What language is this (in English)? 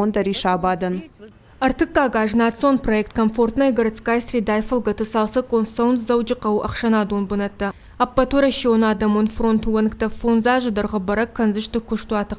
Ossetic